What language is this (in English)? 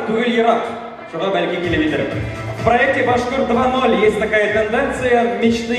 Bashkir